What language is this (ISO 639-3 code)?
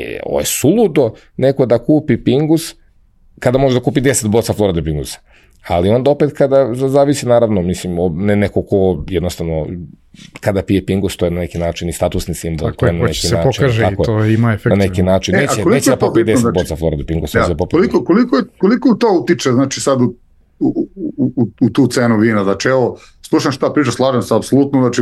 srp